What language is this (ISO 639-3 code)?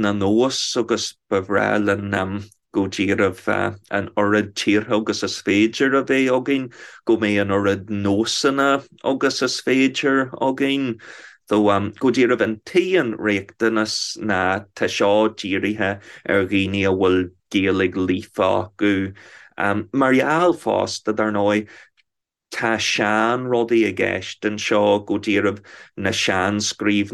gle